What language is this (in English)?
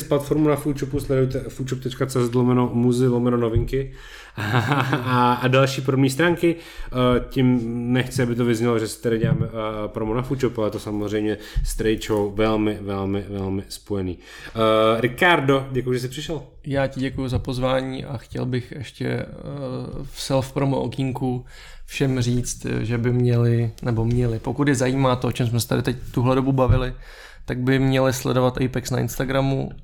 Czech